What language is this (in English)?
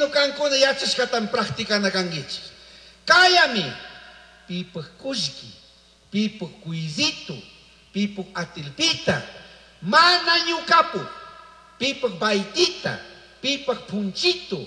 Chimborazo Highland Quichua